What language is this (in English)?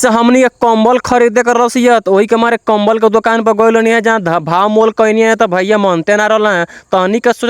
Bhojpuri